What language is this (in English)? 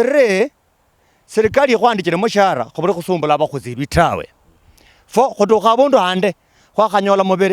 Luyia